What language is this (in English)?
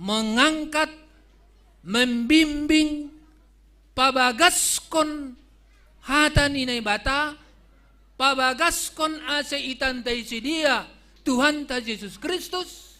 Batak Simalungun